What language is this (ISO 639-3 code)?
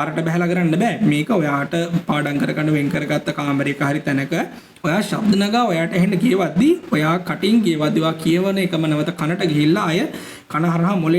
sin